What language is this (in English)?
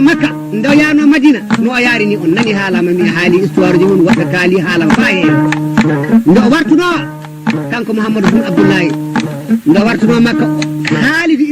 Fula